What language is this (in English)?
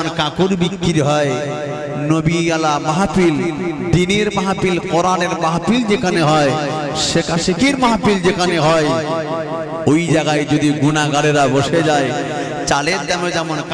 Bangla